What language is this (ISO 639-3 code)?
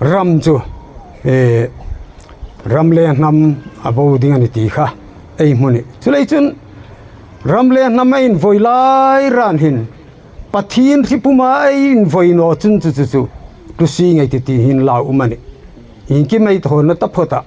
hmr